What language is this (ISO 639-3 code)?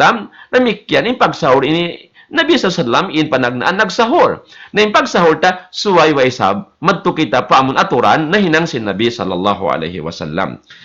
tsg